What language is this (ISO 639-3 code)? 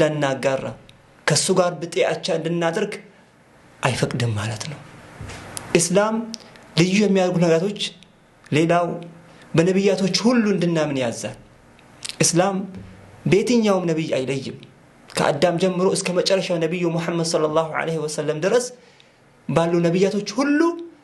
amh